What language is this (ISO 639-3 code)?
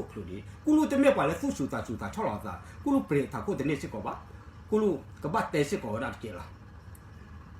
ksw